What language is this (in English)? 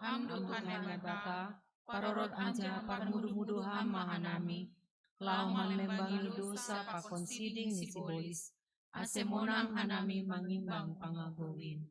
Batak Simalungun